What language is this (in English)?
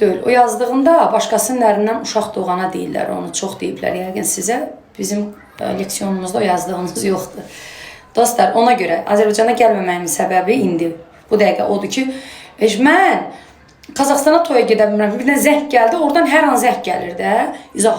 Azerbaijani